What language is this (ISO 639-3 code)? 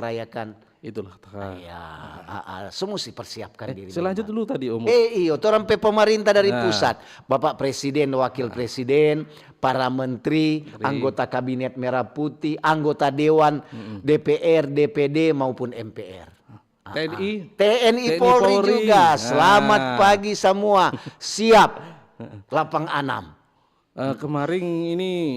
xmm